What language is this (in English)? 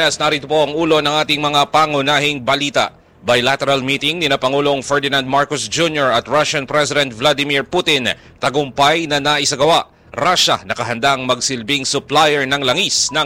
Filipino